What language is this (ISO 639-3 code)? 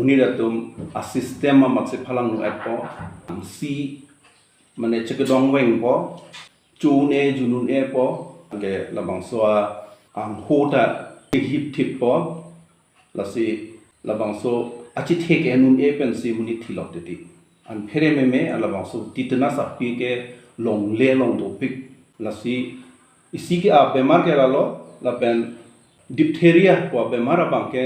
mjw